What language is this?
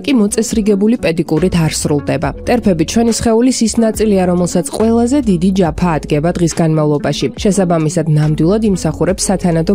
Georgian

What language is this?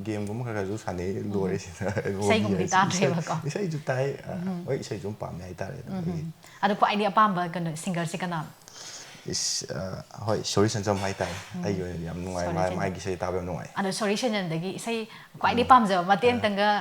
Manipuri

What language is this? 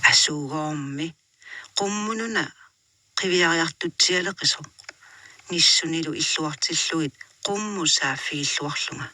Kalaallisut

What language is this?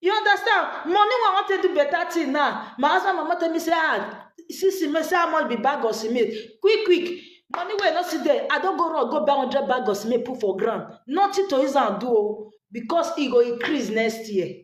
Nigerian Pidgin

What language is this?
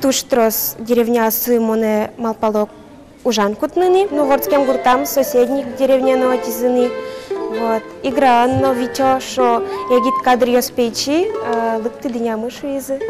Udmurt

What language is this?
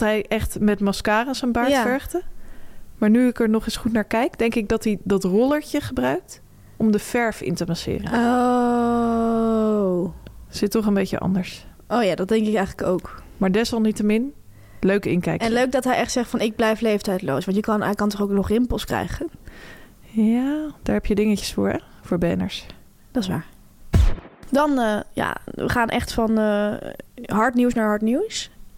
Dutch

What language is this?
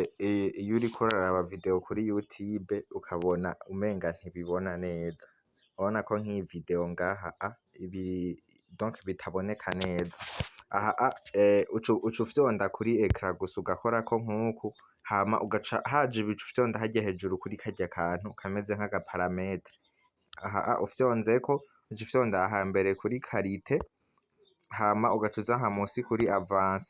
Rundi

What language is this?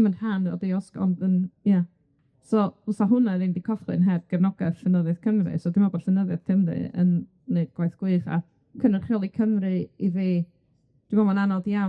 Welsh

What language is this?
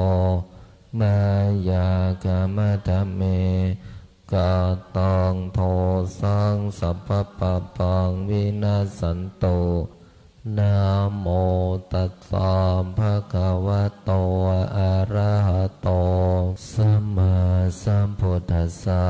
Pali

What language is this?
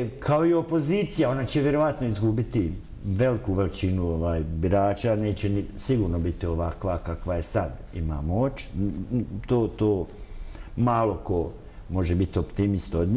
Bosnian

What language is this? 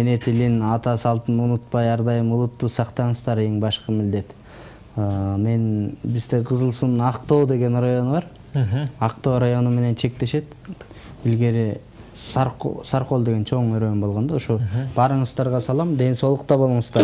Kyrgyz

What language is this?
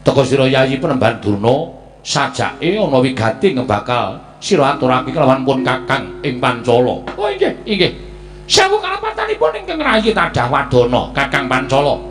Javanese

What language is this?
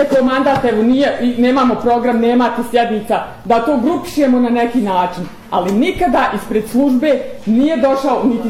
Bosnian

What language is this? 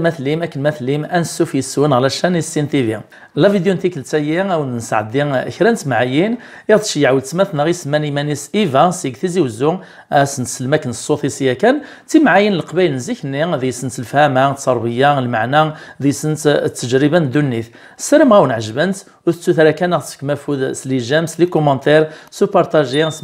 Kabyle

